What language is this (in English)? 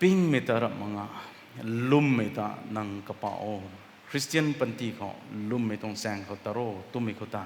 Rongmei Naga